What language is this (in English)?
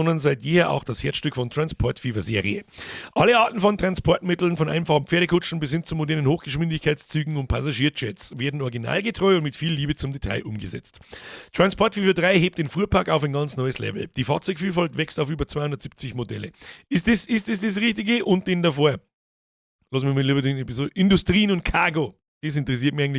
Bavarian